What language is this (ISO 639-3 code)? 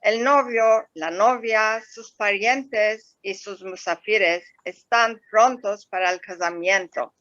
lad